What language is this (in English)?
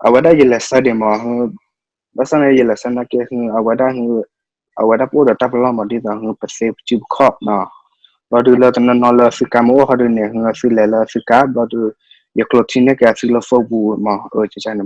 S'gaw Karen